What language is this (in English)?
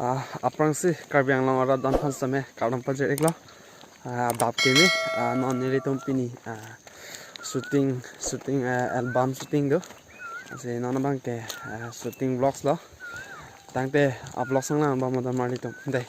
Karbi